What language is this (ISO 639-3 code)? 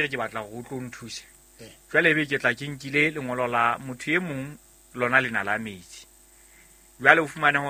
sot